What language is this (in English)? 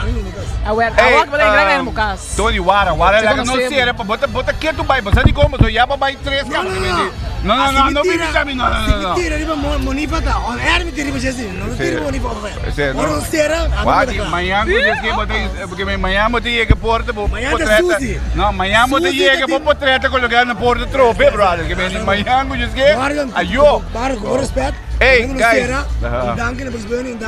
Papiamento